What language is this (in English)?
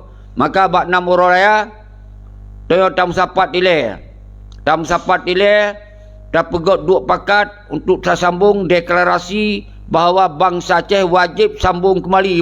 Achinese